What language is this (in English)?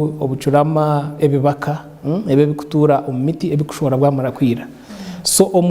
Nyankole